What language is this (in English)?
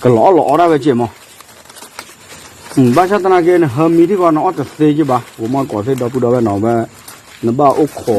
S'gaw Karen